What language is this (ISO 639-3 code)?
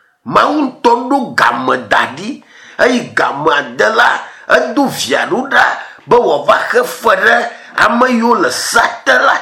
ewe